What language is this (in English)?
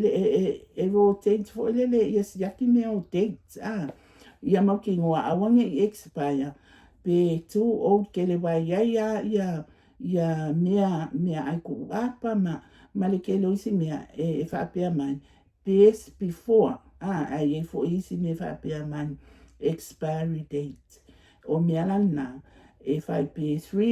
Samoan